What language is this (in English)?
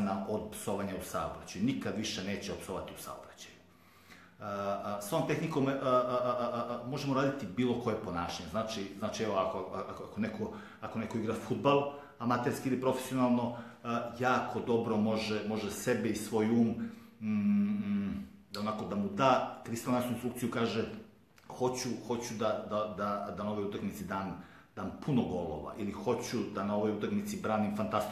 Serbian